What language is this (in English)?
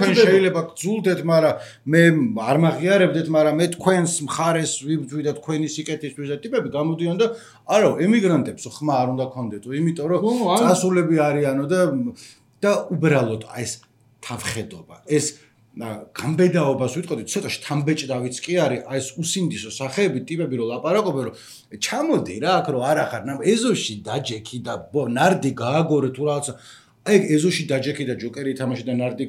Georgian